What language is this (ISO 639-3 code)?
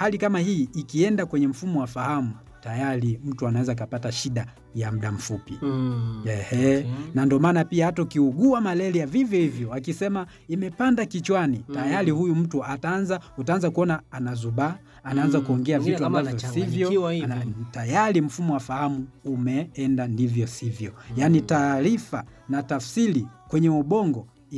swa